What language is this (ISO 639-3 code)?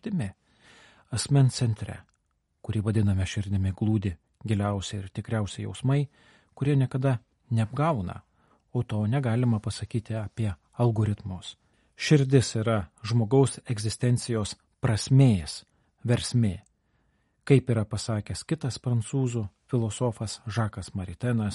lit